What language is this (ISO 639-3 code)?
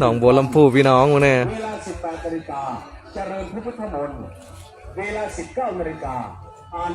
tts